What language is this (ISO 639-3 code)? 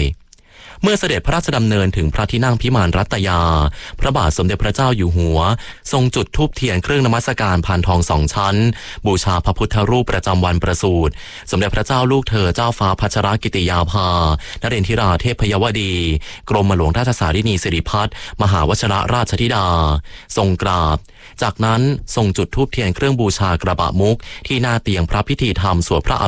tha